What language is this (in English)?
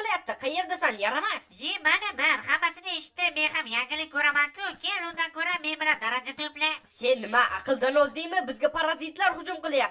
Uzbek